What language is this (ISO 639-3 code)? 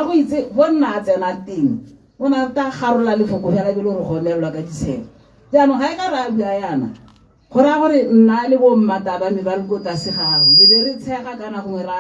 tsn